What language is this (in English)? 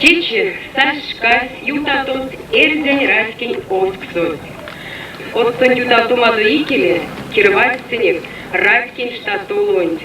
Erzya